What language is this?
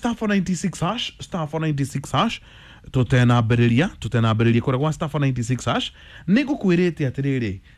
Kikuyu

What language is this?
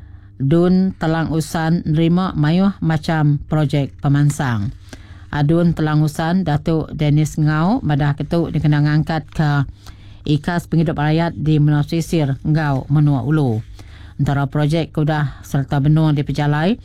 Iban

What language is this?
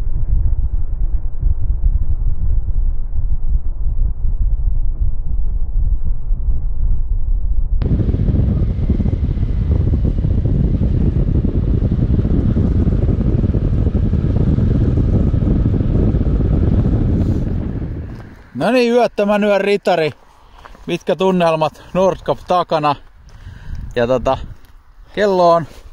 Finnish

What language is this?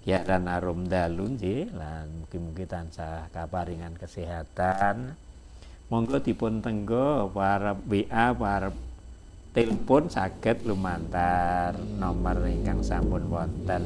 Javanese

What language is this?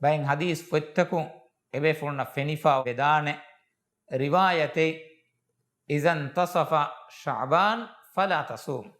Divehi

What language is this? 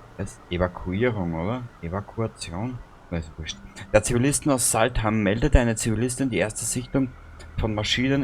Bavarian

